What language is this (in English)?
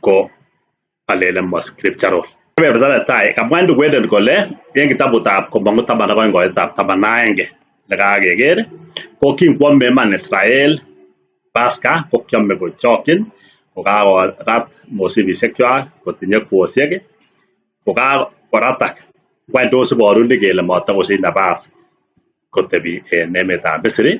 Kalenjin